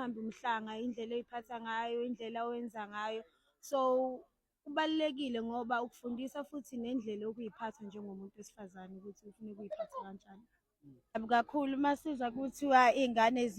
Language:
Zulu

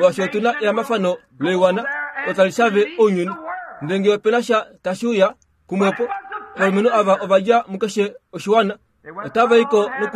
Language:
Kuanyama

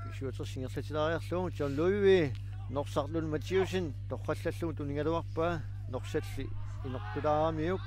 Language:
Kalaallisut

